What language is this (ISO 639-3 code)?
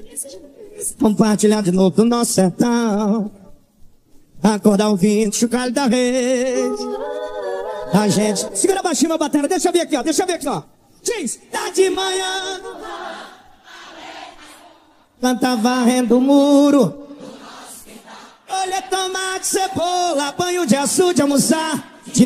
por